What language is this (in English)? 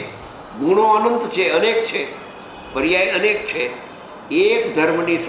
Gujarati